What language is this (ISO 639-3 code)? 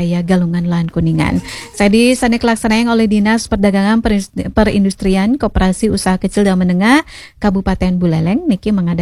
ban